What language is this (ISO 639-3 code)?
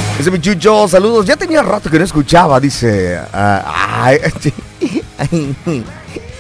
spa